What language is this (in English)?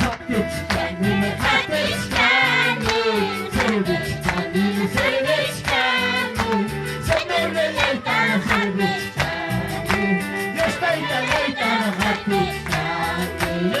Ayacucho Quechua